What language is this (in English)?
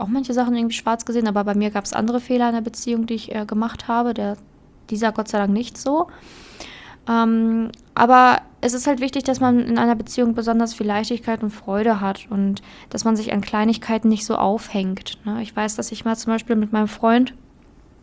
German